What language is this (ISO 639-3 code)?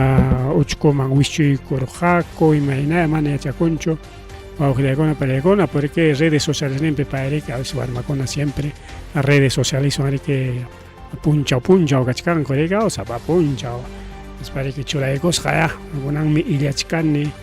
quy